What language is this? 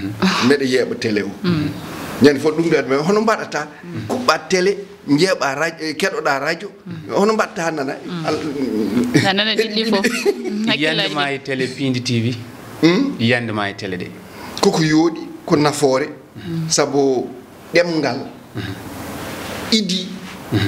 Fula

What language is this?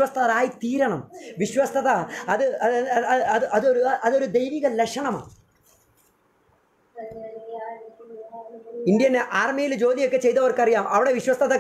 Malayalam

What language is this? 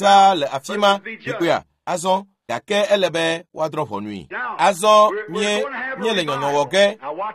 Ewe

